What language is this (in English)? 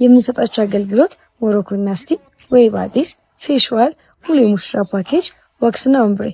Amharic